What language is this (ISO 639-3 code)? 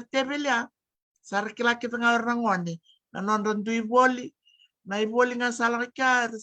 fij